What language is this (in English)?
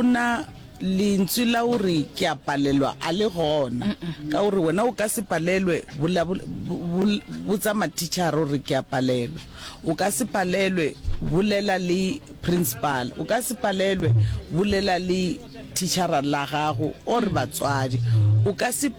Northern Sotho